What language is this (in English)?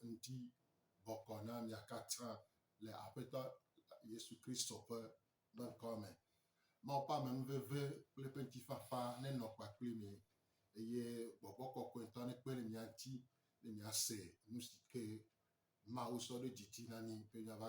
Gen